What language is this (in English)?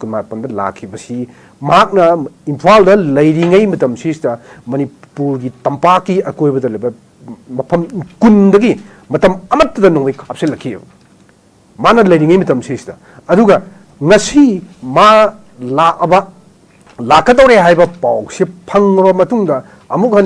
Manipuri